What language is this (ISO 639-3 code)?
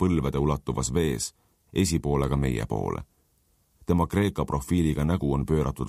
est